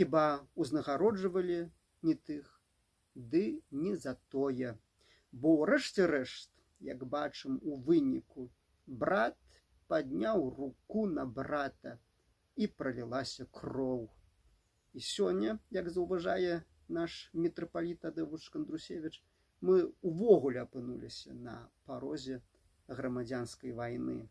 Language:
Belarusian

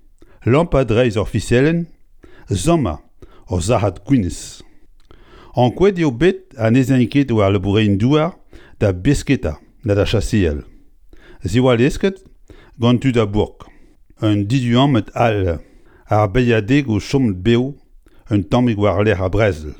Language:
Breton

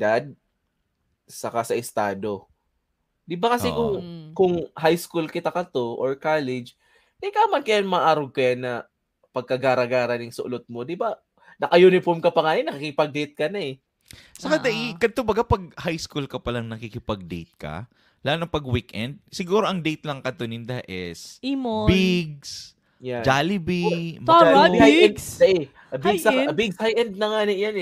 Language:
Bikol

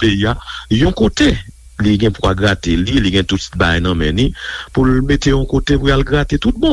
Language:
Haitian Creole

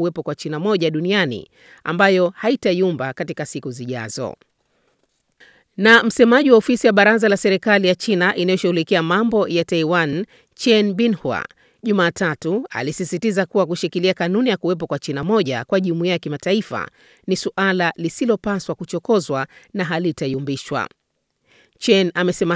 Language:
Swahili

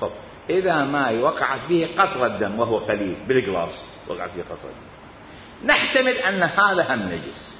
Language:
Mesopotamian Arabic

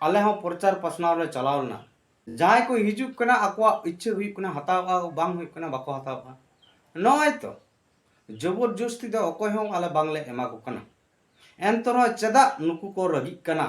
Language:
Santali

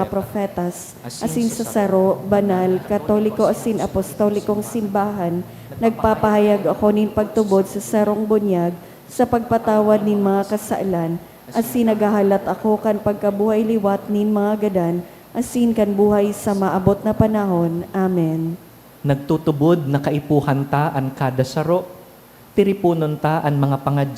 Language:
Bikol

